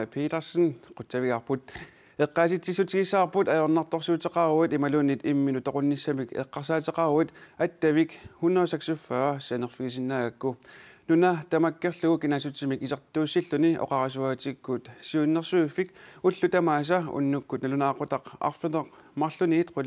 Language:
Kalaallisut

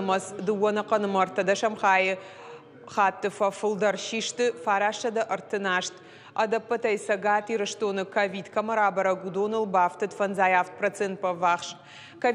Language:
Ossetic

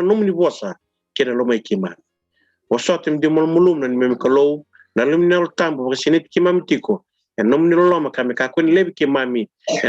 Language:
Fijian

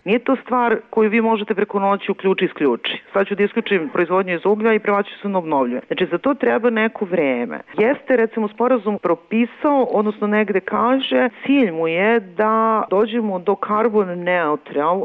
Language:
Serbian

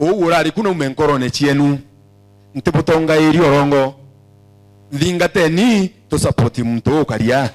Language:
Meru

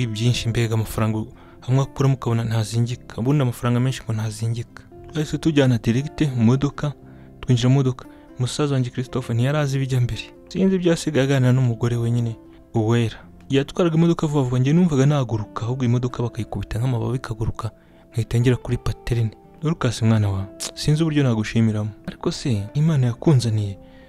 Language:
Kinyarwanda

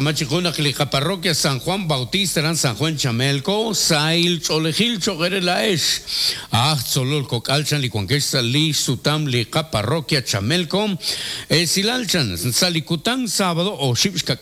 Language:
Kekchí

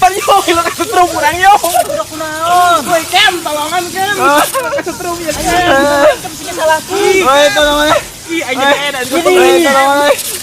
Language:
Sundanese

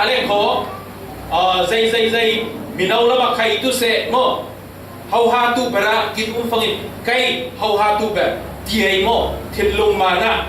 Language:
Falam Chin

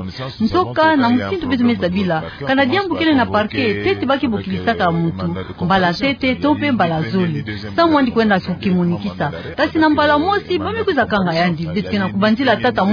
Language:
Kituba (Democratic Republic of Congo)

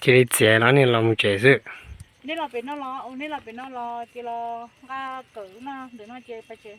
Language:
Hmong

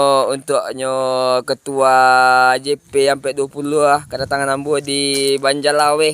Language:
Minangkabau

